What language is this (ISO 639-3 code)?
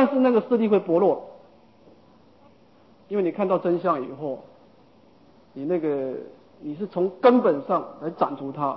zho